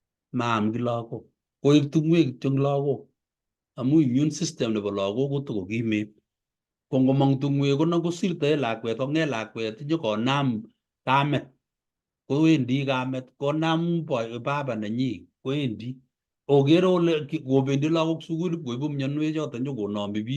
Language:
Kalenjin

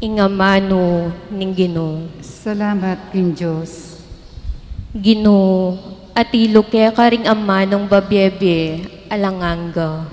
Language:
Pampanga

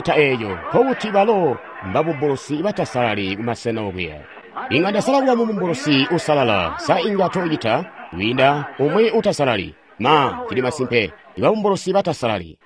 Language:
Tonga (Zambia)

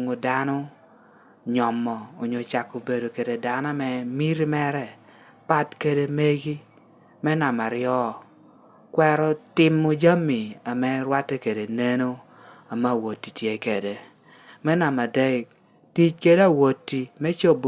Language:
Lango (Uganda)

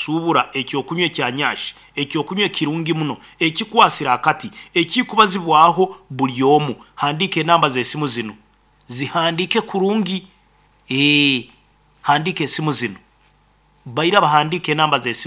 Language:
Nyoro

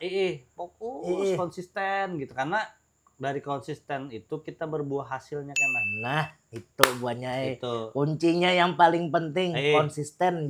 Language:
Banjar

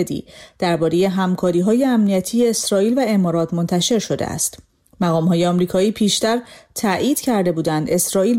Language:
Persian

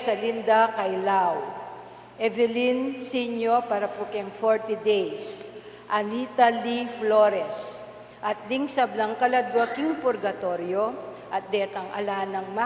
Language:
Pampanga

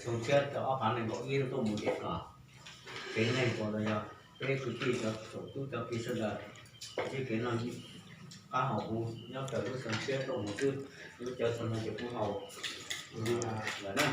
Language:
Hmong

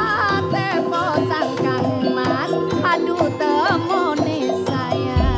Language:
Madurese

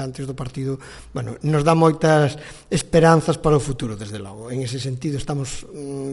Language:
Galician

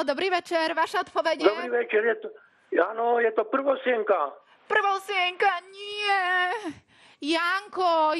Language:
Slovak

